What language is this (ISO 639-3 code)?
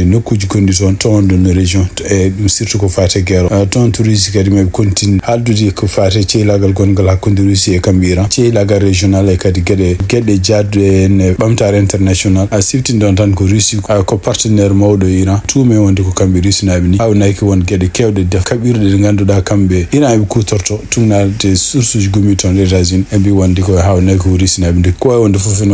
ful